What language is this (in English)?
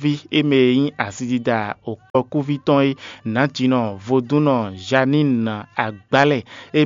Fon